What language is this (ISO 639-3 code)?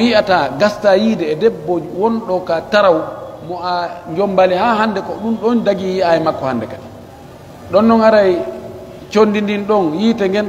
fuf